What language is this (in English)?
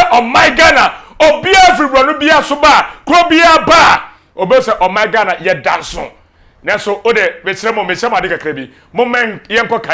Akan